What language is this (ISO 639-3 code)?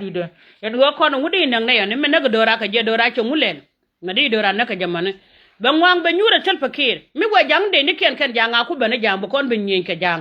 nus